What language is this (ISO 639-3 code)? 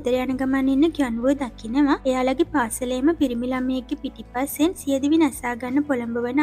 sin